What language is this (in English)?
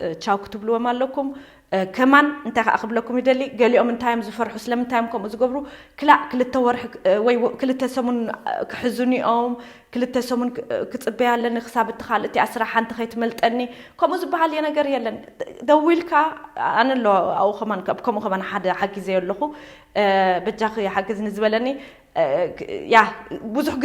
Tigrinya